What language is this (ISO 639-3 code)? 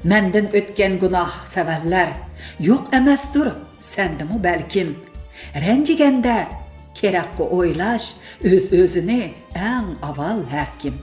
uig